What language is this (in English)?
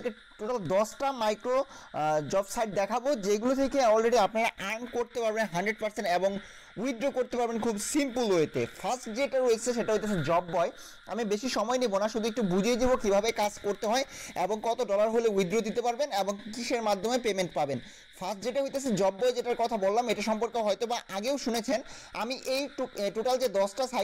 Bangla